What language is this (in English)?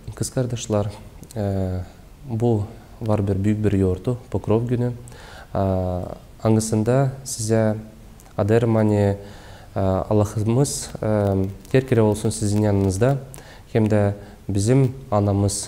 Gagauz